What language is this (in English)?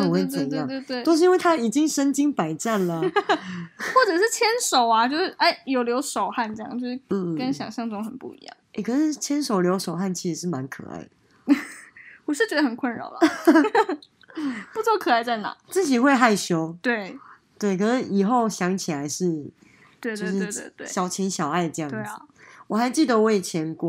Chinese